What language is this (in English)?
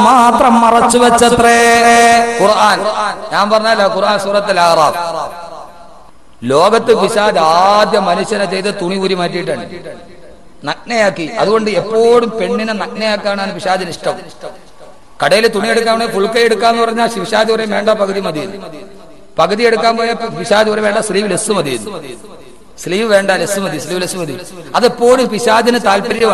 Malayalam